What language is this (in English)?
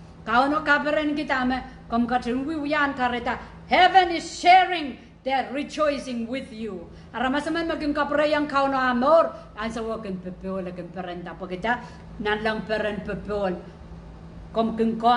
Pohnpeian